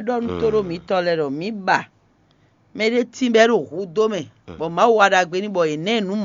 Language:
Fon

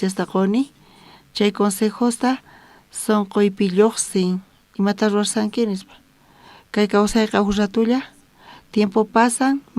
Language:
South Bolivian Quechua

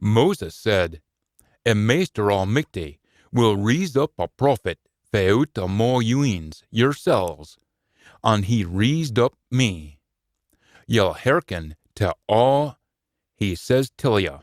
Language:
Scots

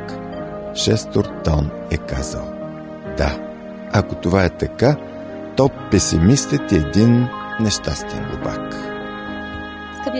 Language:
Bulgarian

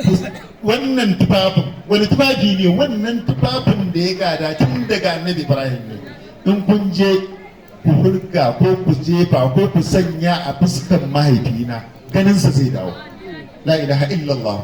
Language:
Hausa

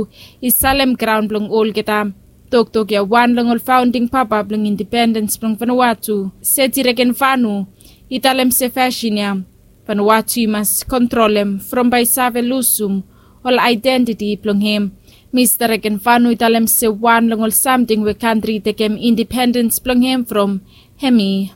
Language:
Bislama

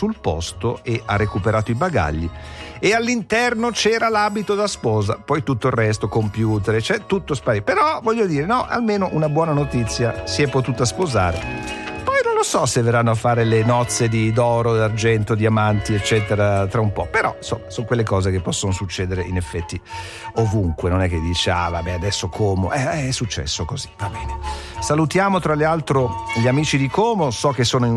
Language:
Italian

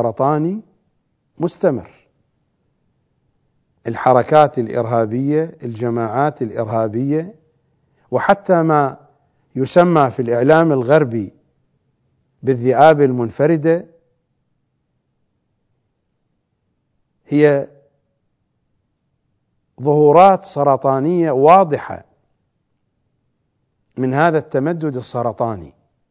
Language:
Arabic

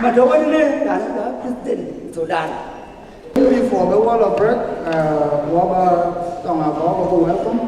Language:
Dinka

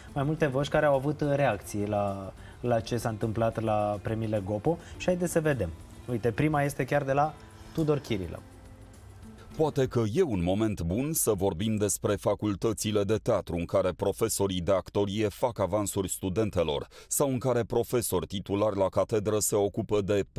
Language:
Romanian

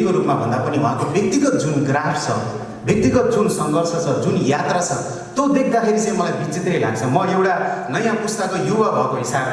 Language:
Nepali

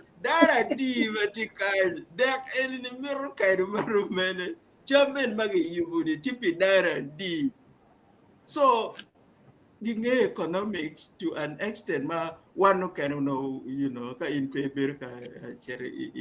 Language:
Acoli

